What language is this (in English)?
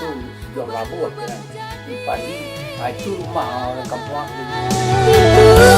Minangkabau